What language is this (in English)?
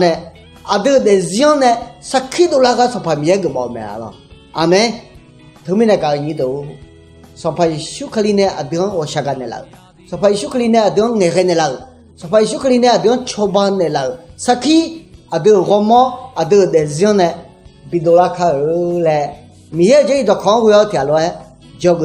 Akha